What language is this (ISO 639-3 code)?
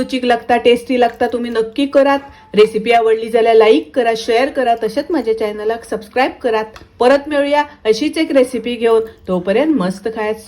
kok